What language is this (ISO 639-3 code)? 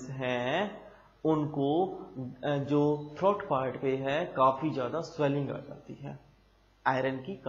hin